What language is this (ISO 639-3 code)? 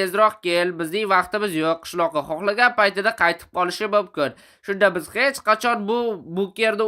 uzb